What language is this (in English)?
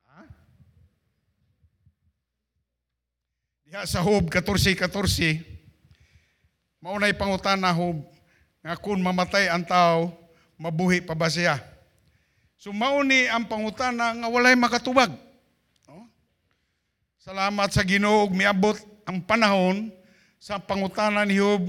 Cebuano